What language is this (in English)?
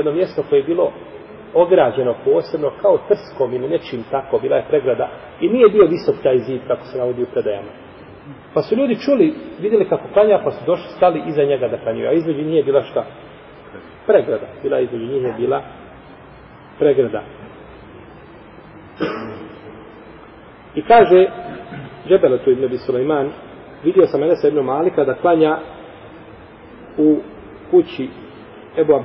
Bosnian